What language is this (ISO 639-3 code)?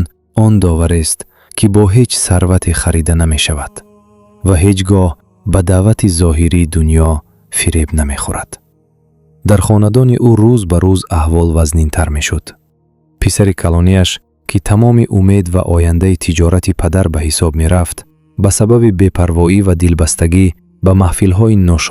tgk